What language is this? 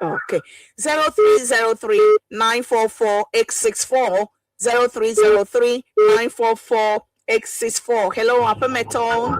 Ewe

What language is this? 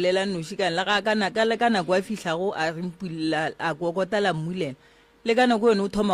Northern Sotho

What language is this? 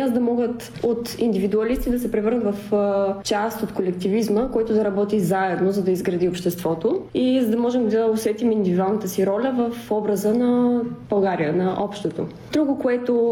Bulgarian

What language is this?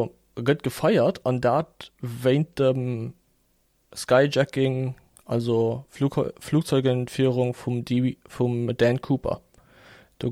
Luxembourgish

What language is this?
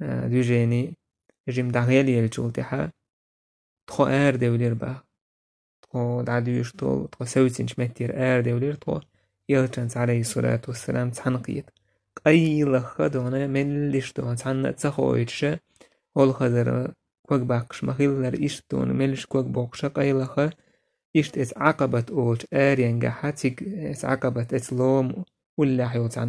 Chechen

